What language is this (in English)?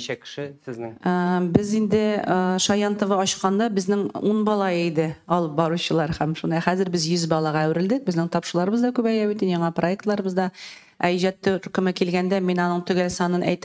Tatar